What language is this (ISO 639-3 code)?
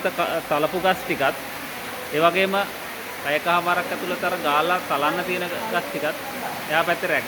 sin